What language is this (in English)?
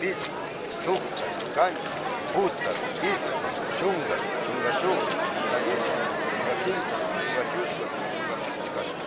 Chimborazo Highland Quichua